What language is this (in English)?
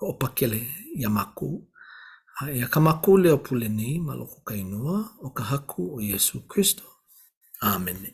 Hawaiian